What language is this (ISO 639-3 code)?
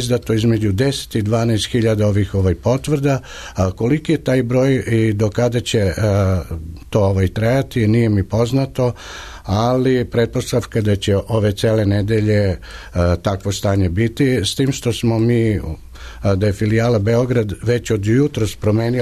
srp